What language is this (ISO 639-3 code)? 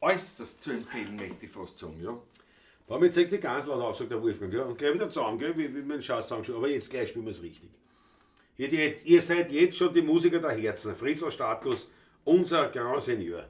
bar